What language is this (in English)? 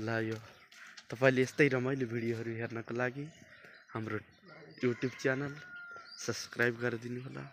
Nepali